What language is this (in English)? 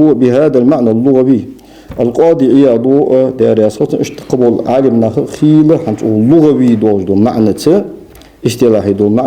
Ingush